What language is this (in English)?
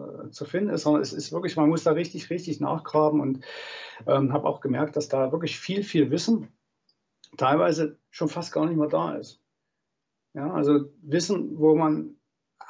German